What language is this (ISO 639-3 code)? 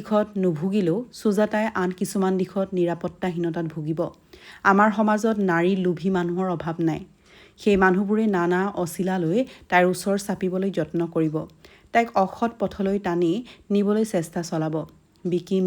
asm